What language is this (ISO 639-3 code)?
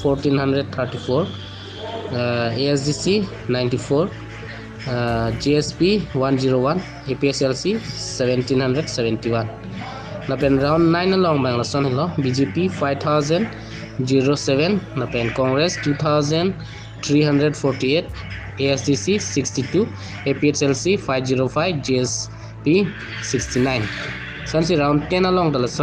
mjw